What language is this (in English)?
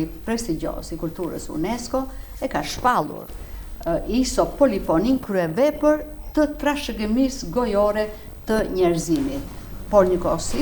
Albanian